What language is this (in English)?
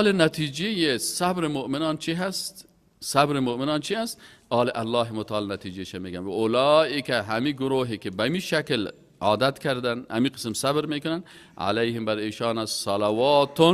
Persian